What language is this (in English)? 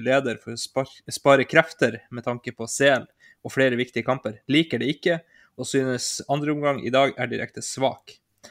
Norwegian